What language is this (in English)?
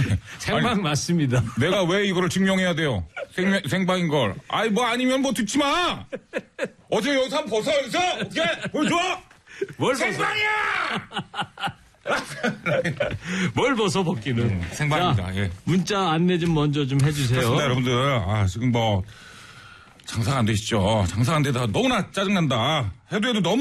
Korean